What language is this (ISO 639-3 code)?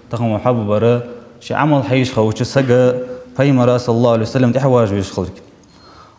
inh